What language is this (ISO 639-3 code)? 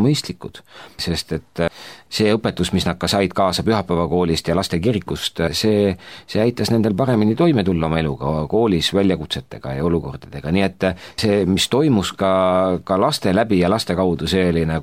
est